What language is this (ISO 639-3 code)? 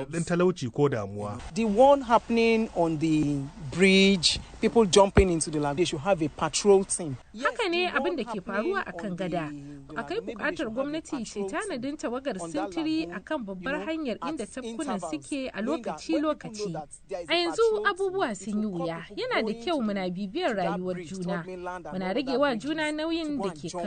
hau